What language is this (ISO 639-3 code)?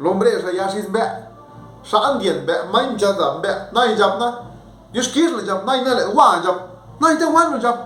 zap